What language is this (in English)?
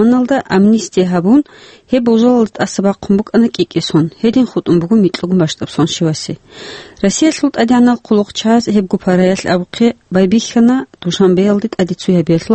Avaric